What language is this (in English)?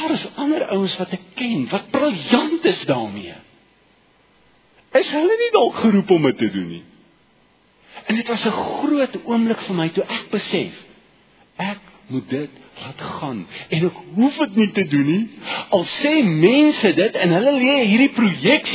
Afrikaans